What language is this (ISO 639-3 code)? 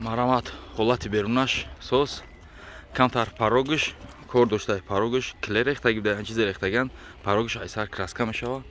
tgk